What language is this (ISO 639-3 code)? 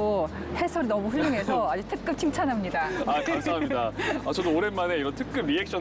kor